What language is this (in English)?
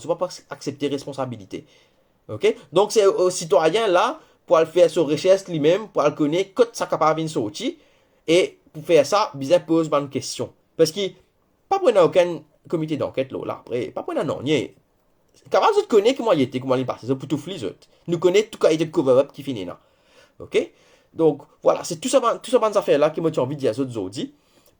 Morisyen